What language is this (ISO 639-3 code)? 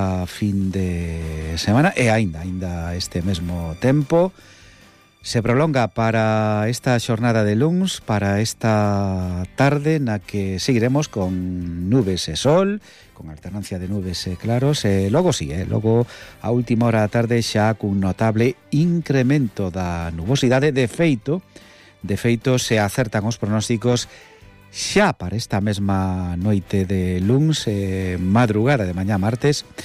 glg